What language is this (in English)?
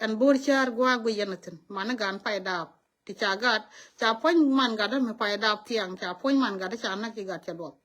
Nuer